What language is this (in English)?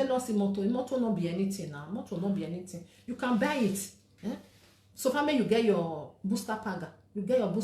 Nigerian Pidgin